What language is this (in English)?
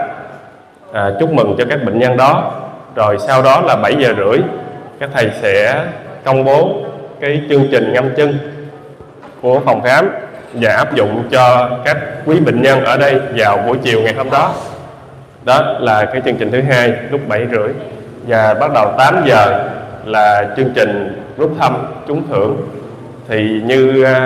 Vietnamese